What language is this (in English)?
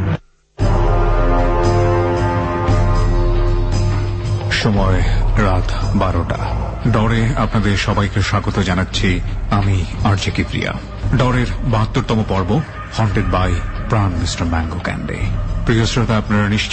Bangla